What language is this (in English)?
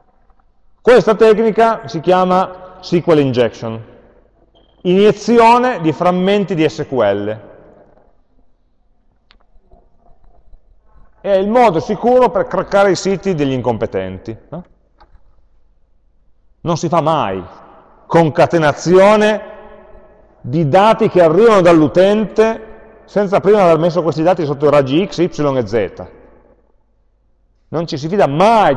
Italian